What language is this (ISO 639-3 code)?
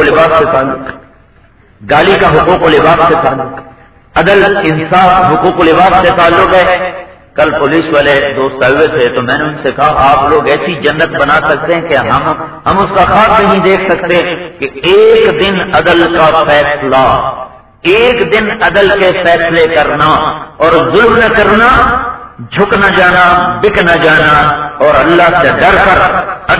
urd